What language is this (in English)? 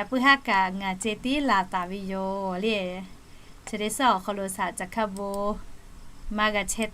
Lahu